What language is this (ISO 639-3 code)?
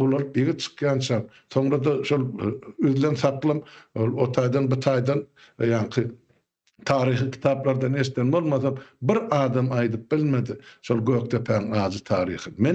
tuk